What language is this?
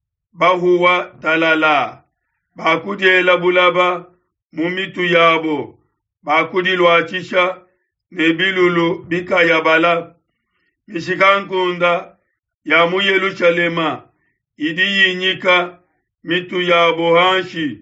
Luba-Lulua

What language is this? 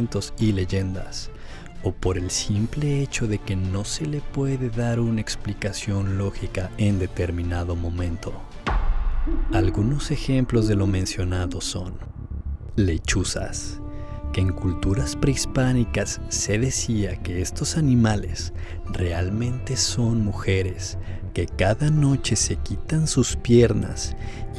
Spanish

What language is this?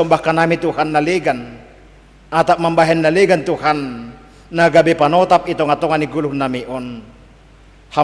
Batak Simalungun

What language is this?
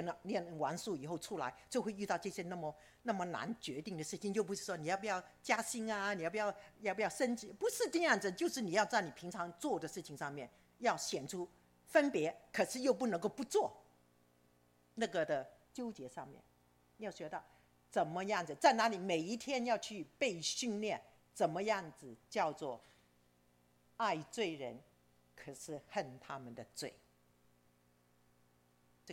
Chinese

